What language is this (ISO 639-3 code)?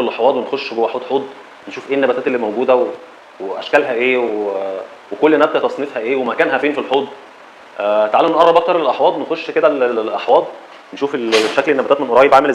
arz